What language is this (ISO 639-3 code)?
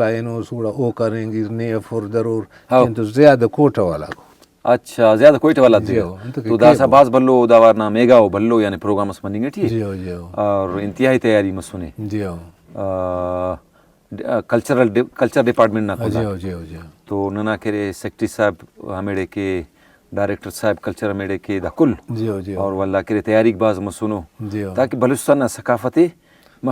brh